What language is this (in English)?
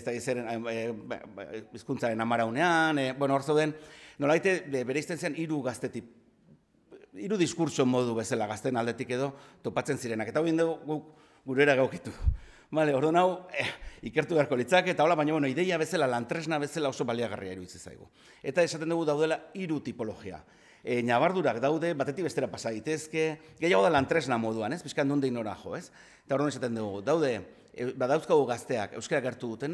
Basque